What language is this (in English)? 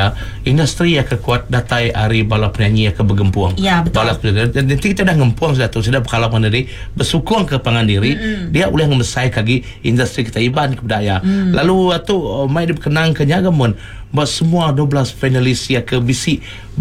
Iban